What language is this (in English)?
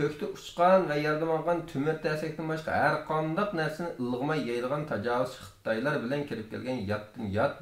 Uyghur